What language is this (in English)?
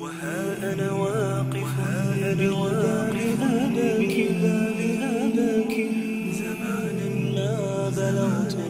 Ingush